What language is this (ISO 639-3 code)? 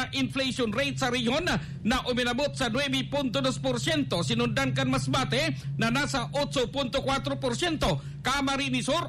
bik